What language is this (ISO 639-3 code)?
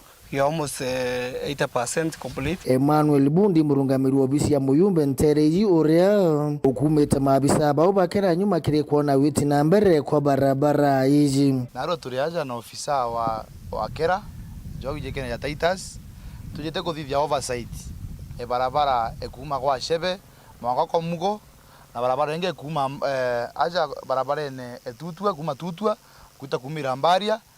mer